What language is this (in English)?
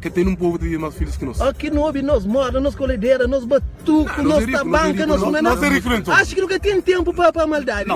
Kabuverdianu